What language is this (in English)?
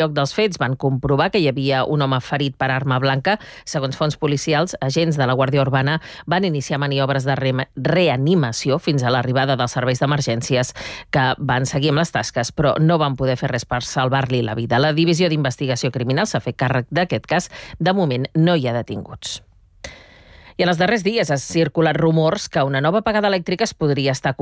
Catalan